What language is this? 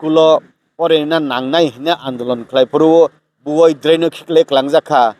Kok Borok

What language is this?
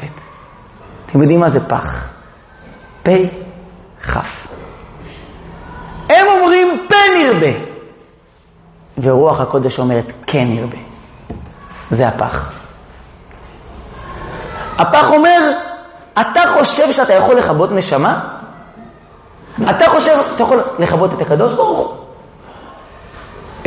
Hebrew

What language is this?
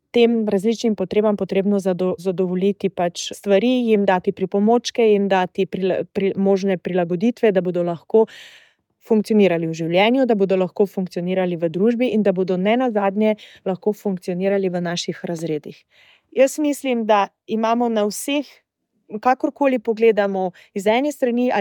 Slovenian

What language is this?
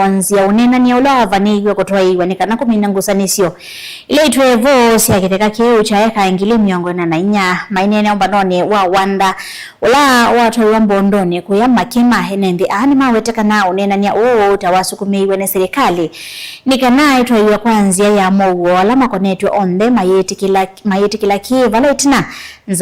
Kamba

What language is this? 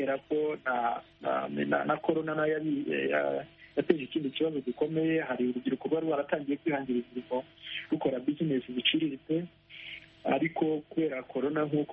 Kinyarwanda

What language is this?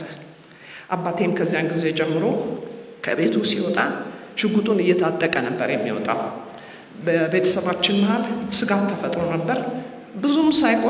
Amharic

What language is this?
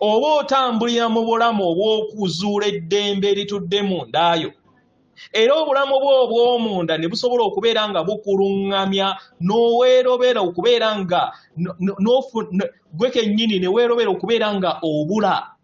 Ganda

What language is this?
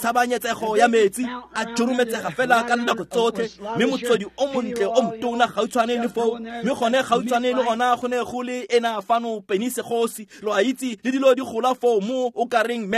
Tswana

